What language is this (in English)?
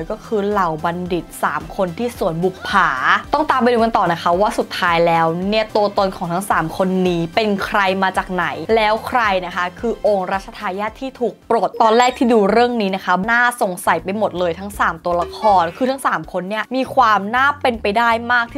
Thai